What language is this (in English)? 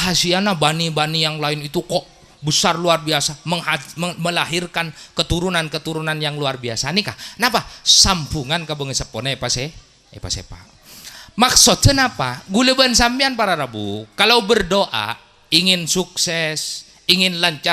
Madurese